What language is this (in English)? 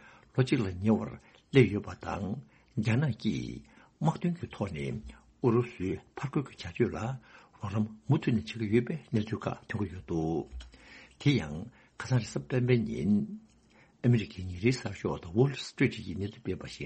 Tibetan